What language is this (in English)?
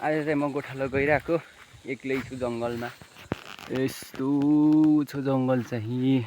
Nepali